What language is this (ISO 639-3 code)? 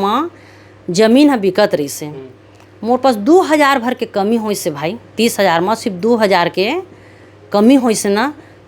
hne